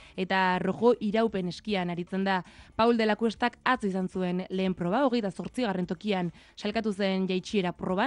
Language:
Basque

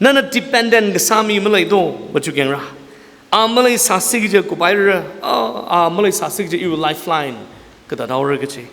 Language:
Tangkhul Naga (India)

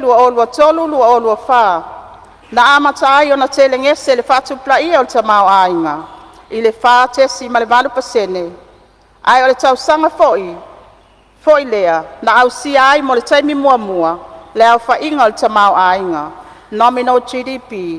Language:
Samoan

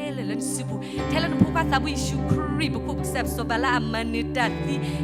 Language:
S'gaw Karen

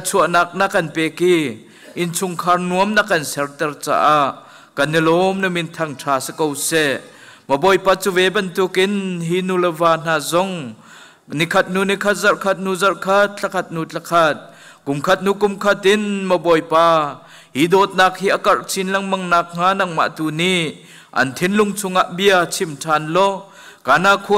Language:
Hakha Chin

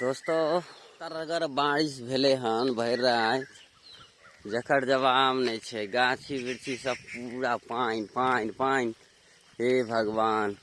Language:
Maithili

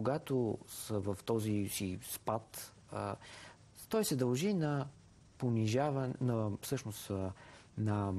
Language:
Bulgarian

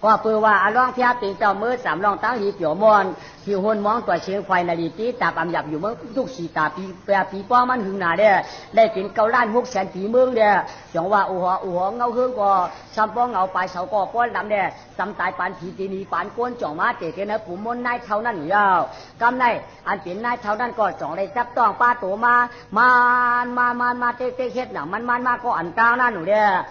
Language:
Shan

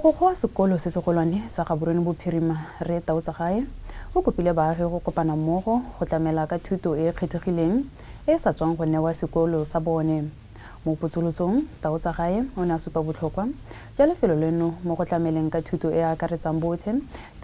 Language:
Tswana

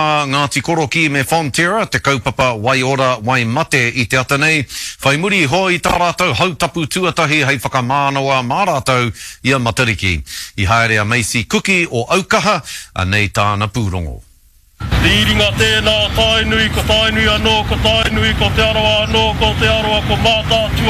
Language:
Māori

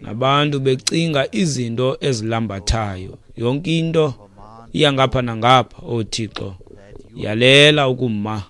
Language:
Xhosa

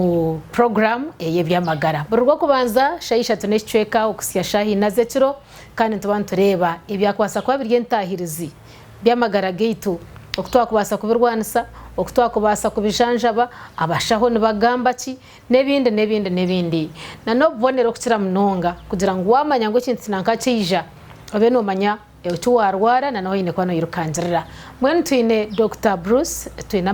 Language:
Nyankole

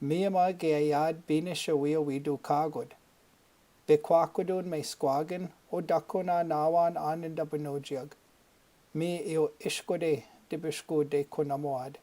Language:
Chippewa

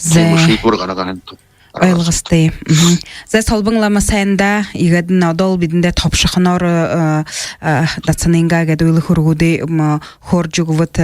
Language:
Buriat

